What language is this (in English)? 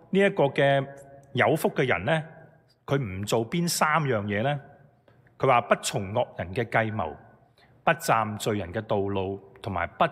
Cantonese